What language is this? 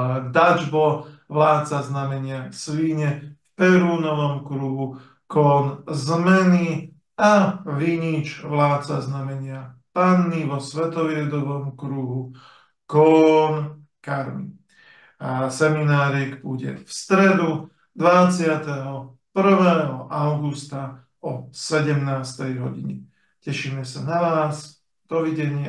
Slovak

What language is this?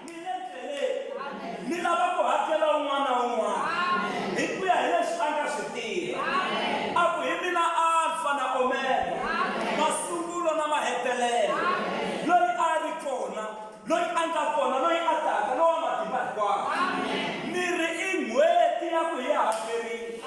Tsonga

